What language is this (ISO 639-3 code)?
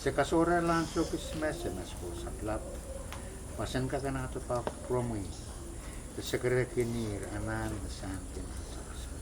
pon